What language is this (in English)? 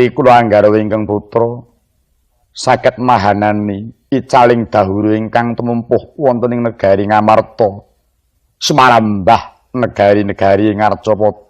Javanese